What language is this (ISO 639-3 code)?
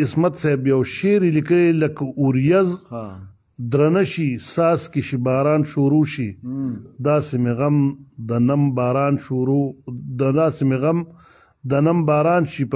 pus